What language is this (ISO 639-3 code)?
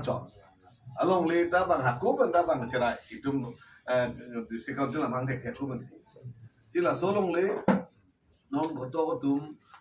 mjw